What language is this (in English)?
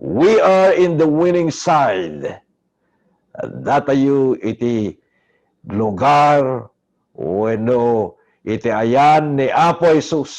Iloko